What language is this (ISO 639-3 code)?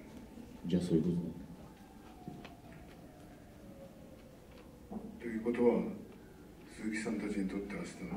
jpn